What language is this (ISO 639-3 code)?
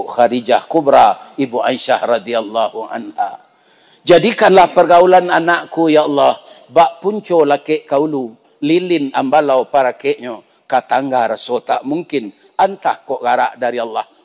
min